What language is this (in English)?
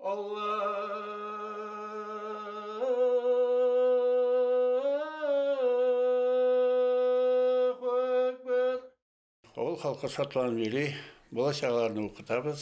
Bashkir